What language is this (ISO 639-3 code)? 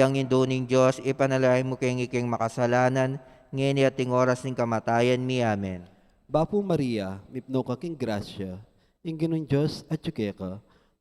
pam